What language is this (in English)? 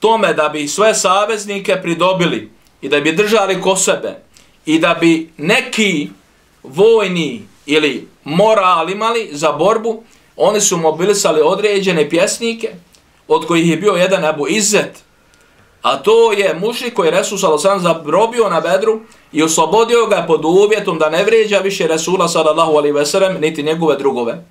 Bosnian